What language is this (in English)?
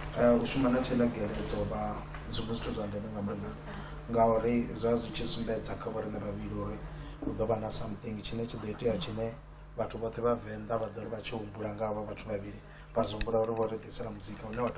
Venda